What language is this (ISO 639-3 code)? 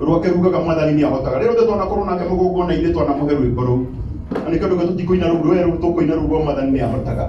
kik